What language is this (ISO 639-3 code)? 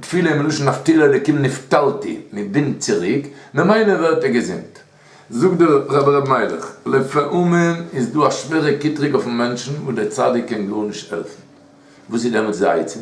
yid